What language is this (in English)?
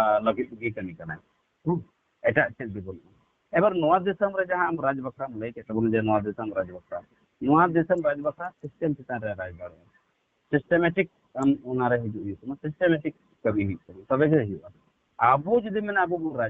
Santali